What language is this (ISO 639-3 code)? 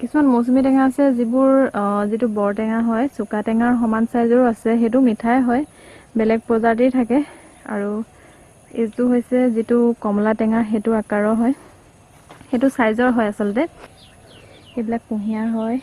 asm